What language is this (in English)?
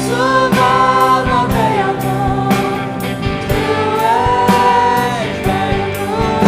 Faroese